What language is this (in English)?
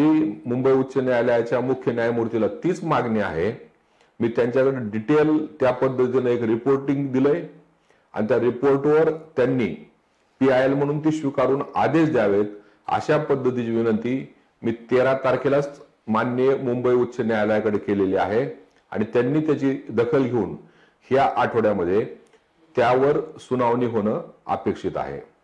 Marathi